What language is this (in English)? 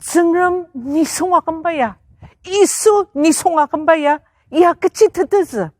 Ao Naga